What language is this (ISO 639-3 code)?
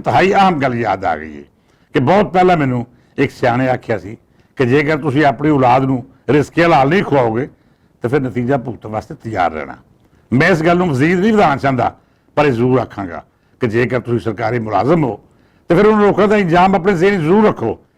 lah